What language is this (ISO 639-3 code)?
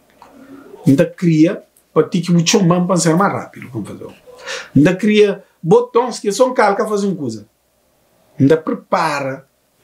kea